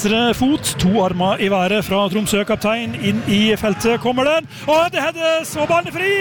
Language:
Norwegian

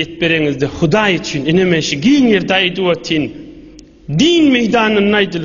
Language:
Turkmen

